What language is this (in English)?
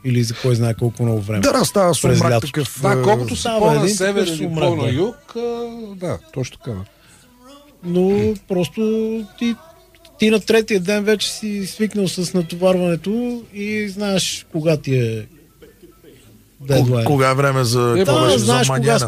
Bulgarian